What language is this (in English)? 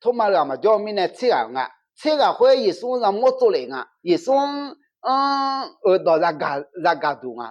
Akha